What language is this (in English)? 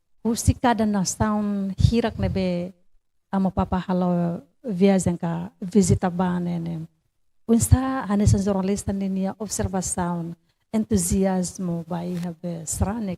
Tetum